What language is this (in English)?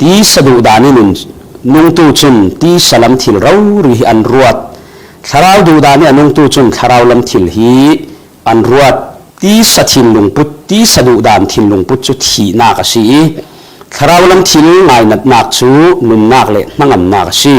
Falam Chin